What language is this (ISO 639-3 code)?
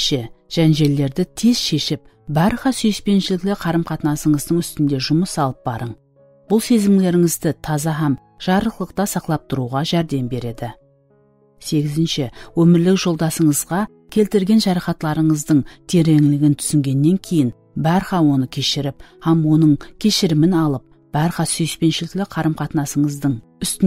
kaa